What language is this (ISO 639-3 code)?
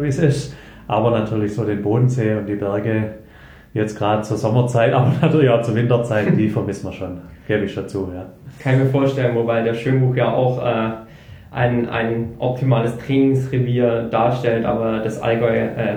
deu